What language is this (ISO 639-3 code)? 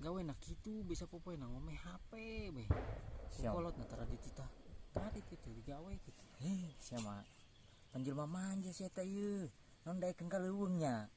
sun